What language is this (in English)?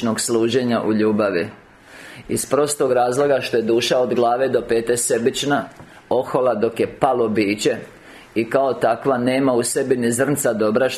Croatian